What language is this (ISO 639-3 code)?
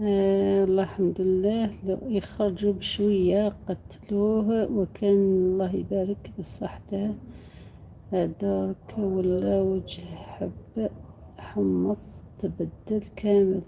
arq